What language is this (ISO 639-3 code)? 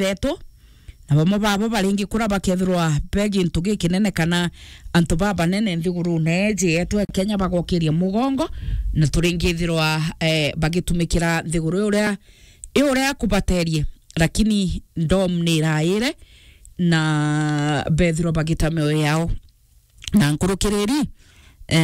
mer